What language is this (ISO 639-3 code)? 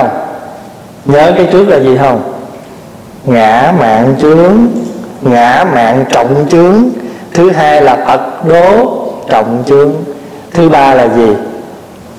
vie